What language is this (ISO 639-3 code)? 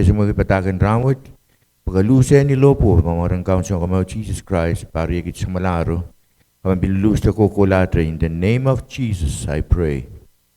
pon